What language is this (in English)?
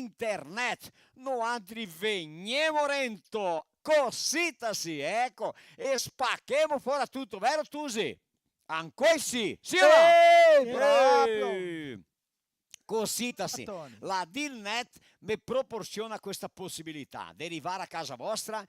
Venetian